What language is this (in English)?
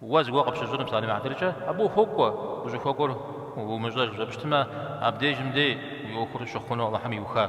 Kabardian